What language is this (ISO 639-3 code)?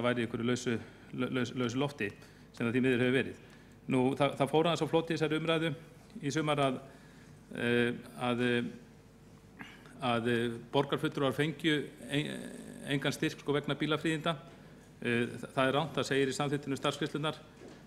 isl